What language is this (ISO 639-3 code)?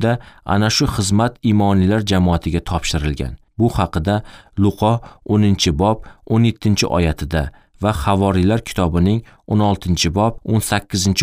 uzb